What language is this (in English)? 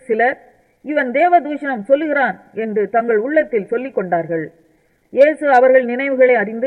Tamil